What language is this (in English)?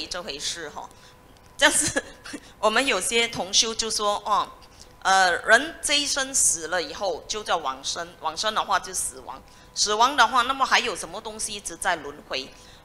Chinese